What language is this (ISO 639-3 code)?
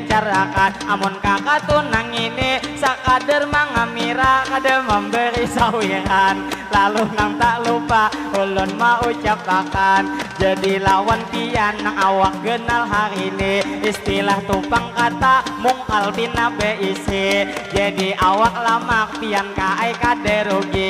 bjn